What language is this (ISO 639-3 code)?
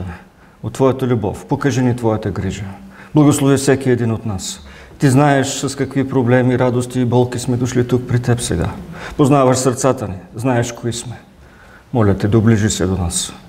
bul